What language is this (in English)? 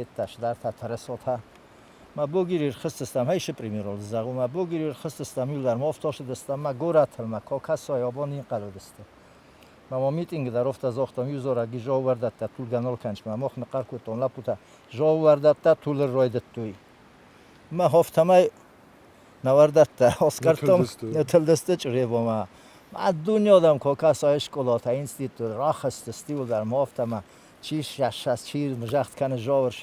Ossetic